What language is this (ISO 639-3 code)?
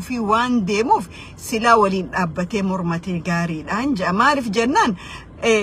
orm